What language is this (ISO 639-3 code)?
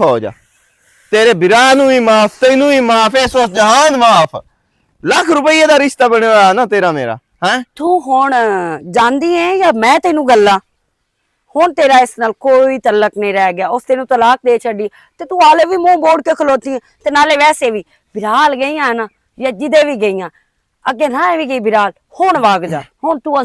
lah